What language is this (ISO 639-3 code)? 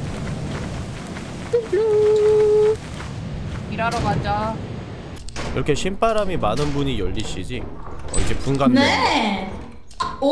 kor